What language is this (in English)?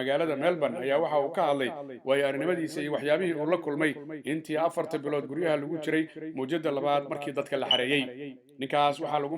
Somali